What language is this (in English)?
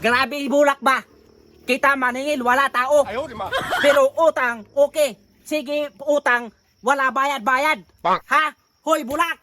Cebuano